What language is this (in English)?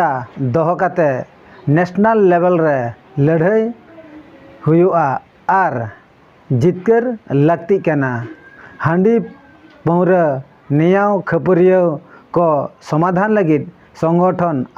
Santali